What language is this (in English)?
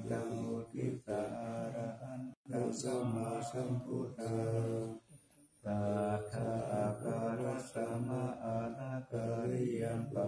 Pali